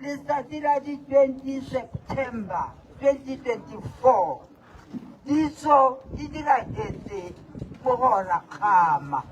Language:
Tswana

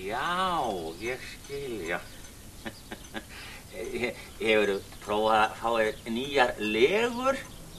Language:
Icelandic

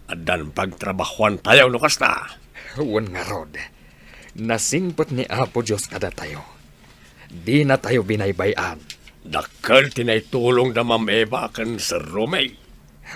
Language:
Iloko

